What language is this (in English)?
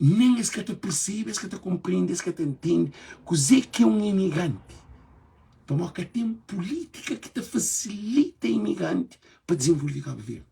Kabuverdianu